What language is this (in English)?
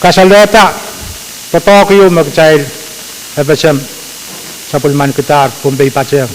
Pohnpeian